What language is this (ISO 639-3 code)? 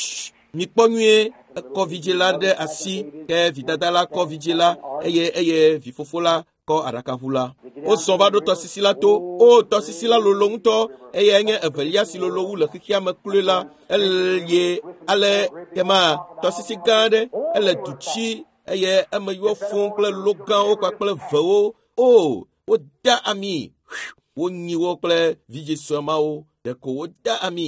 ewe